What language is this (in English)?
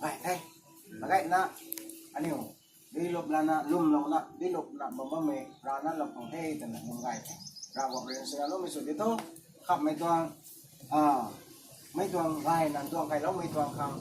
Rongmei Naga